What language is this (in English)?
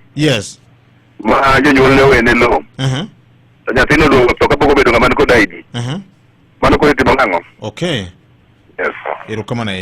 Luo (Kenya and Tanzania)